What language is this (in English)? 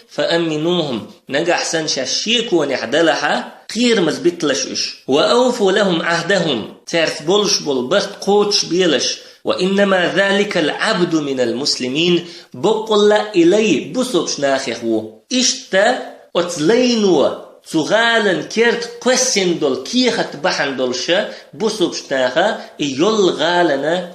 Chechen